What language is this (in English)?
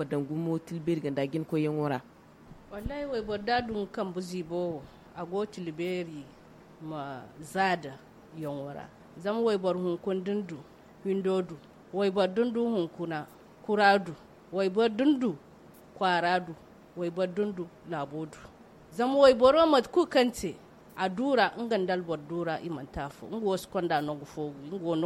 Zarma